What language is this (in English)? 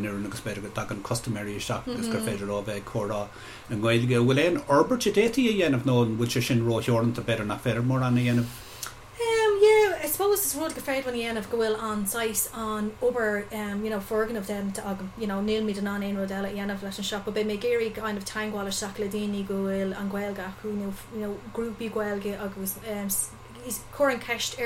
Irish